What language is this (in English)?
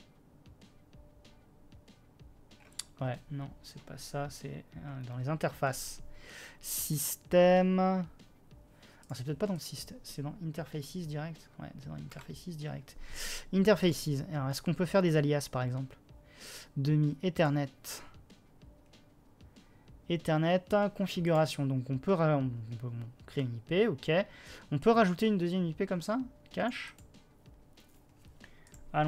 French